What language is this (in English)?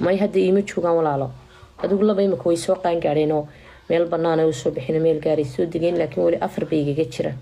Somali